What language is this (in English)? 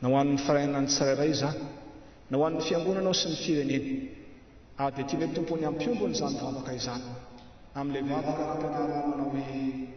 Malagasy